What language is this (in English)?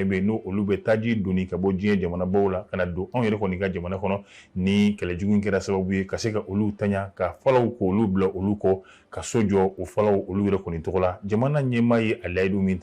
Bambara